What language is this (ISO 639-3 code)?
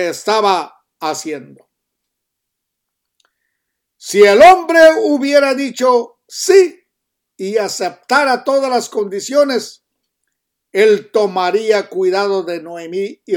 spa